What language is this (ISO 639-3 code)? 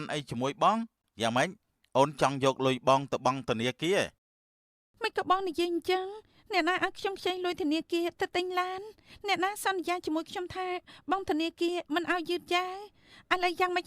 khm